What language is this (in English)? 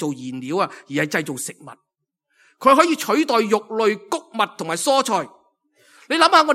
Cantonese